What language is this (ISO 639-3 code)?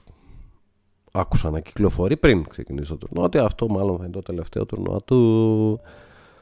ell